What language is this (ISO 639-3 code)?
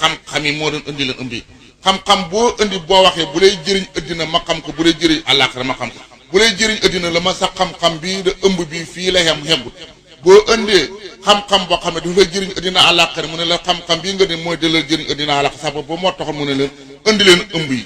wol